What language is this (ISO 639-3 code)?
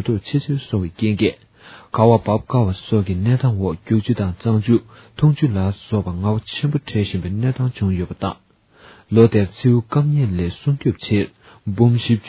bod